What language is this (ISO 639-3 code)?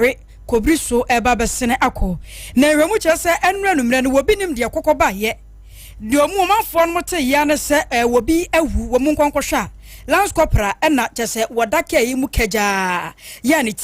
aka